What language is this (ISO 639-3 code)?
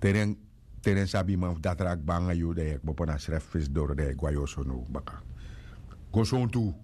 srn